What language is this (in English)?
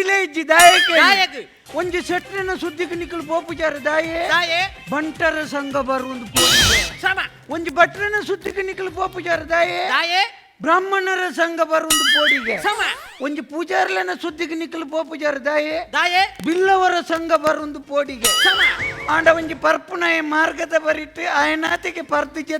Tulu